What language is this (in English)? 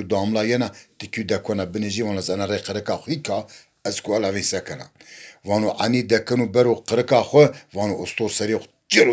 Zaza